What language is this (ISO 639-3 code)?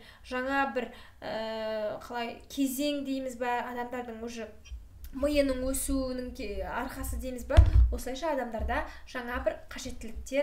kaz